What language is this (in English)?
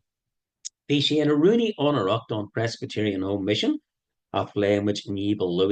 Irish